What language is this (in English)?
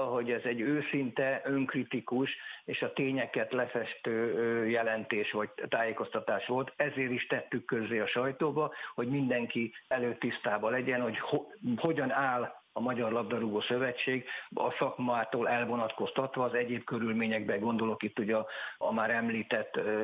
Hungarian